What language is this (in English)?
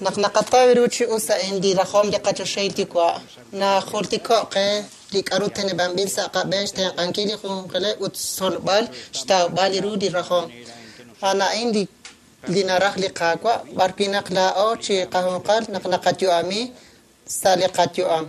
Kekchí